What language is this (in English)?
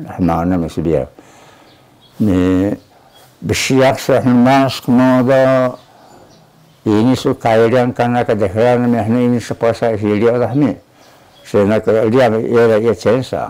Taroko